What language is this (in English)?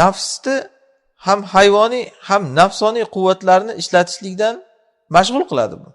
Uzbek